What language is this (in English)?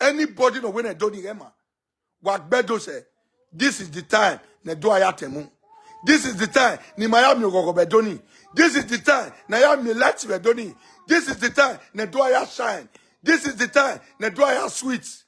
Nigerian Pidgin